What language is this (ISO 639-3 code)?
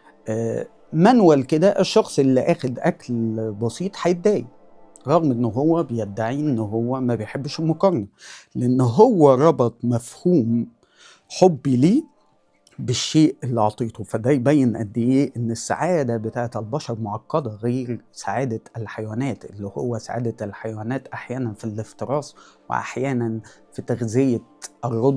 arz